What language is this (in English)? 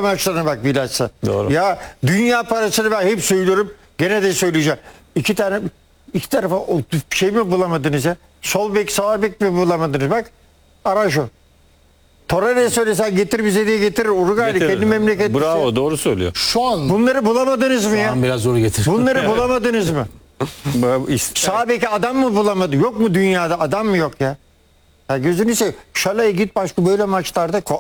Turkish